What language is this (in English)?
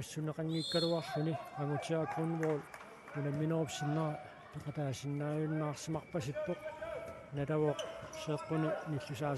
Kalaallisut